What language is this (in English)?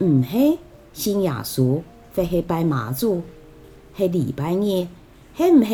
Hakka Chinese